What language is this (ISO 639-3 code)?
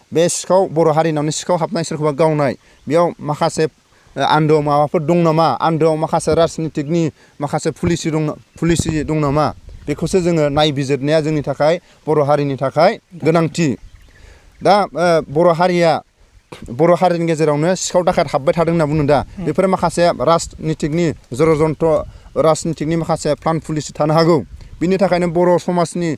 brx